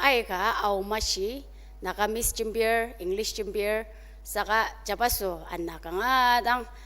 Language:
Ao Naga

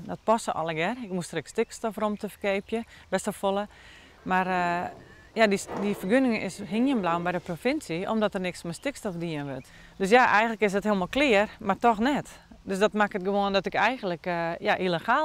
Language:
Western Frisian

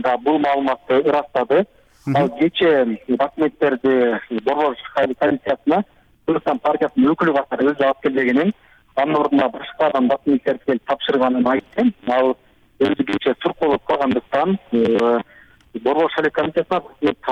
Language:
Kyrgyz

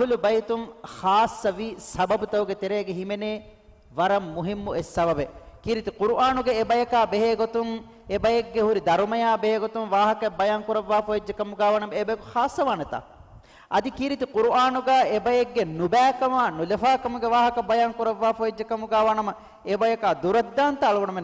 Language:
Divehi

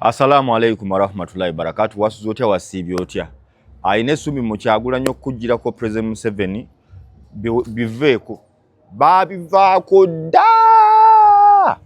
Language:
Ganda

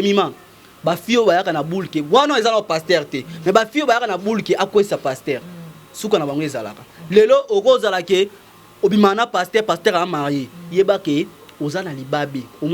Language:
Lingala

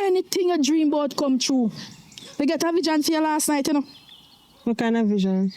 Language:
Jamaican Creole English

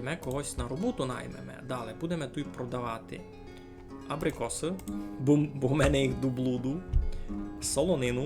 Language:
Rusyn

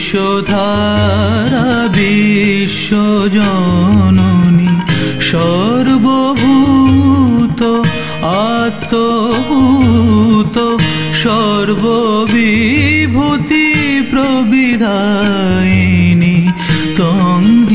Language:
Bangla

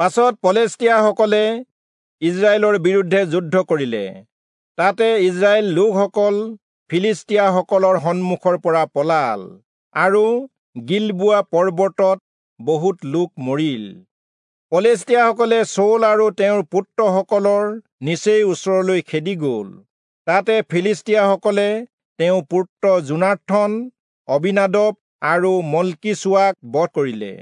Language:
Assamese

